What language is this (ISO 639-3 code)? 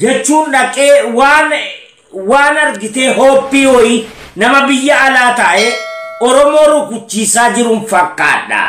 orm